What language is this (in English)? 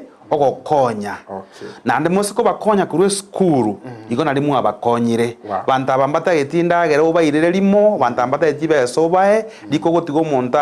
Gusii